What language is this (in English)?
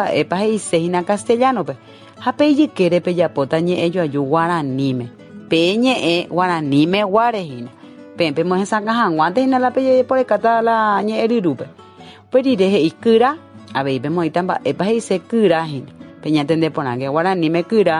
Guarani